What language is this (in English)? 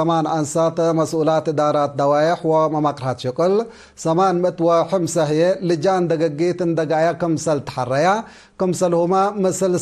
Tigre